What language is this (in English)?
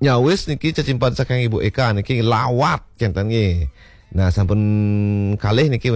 Balinese